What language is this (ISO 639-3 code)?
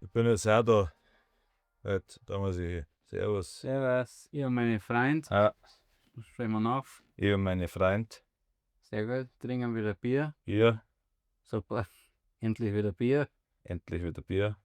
bar